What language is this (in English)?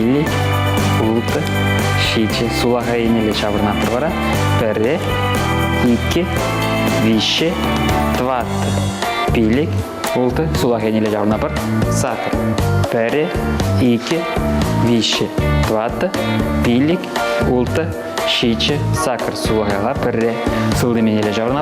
Chuvash